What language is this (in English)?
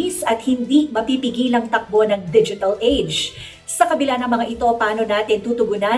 Filipino